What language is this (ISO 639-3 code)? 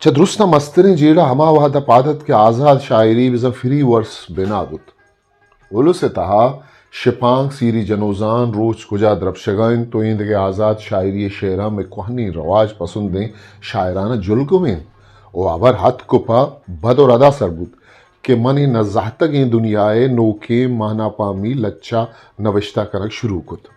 bgp